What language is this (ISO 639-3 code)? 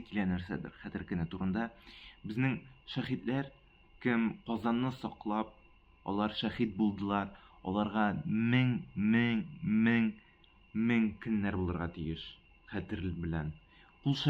tat